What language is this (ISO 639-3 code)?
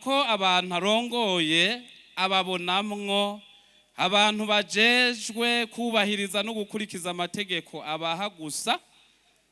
run